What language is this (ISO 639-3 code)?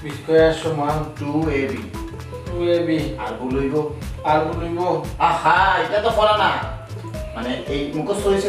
syl